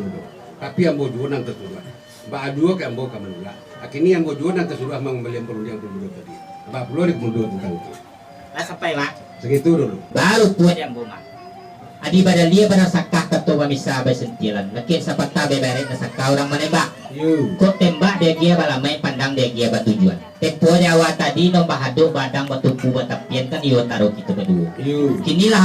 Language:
Minangkabau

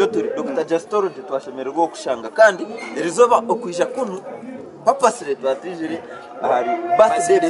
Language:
Nyankole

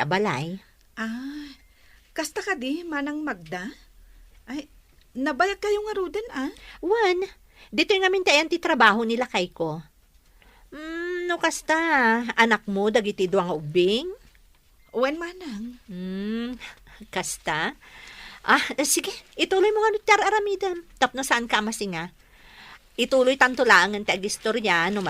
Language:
Iloko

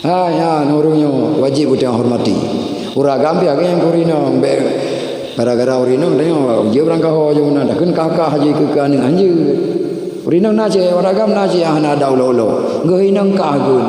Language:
Achinese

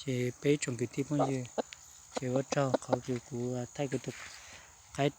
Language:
Hmong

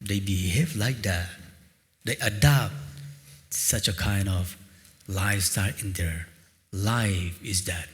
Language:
Tangkhul Naga (India)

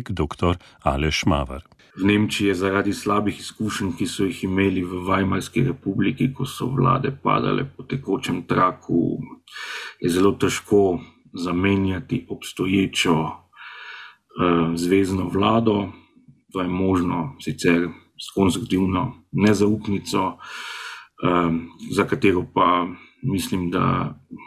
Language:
Slovenian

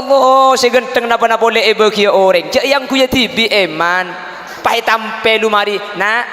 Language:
Madurese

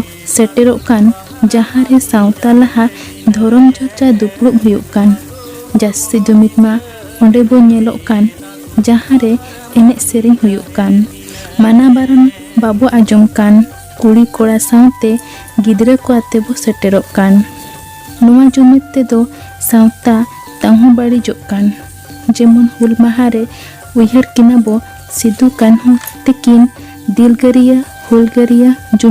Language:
Santali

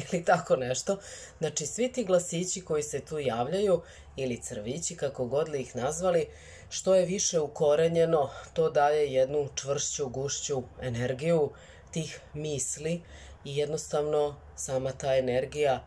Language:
Serbian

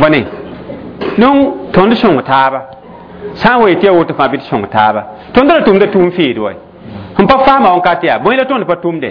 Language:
Mossi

